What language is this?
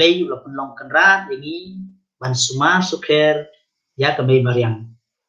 Khasi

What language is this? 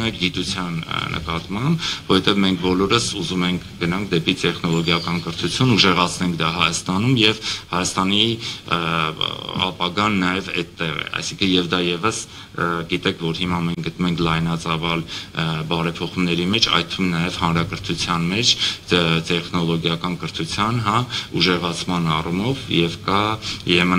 Armenian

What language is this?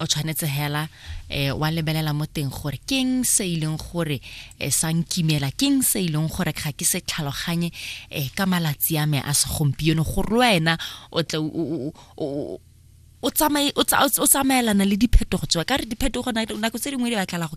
Tswana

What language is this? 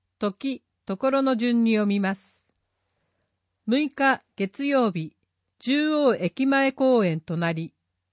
Japanese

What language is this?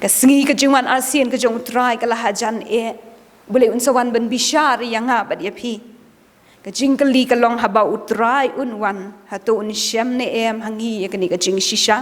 Khasi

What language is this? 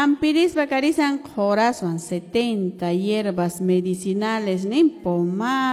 Quechua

